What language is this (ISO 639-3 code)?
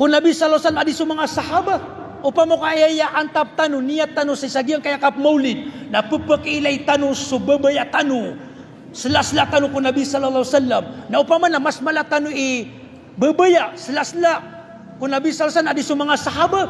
mrw